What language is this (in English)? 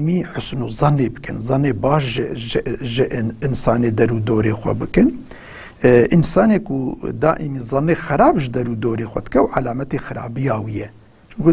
Kurdish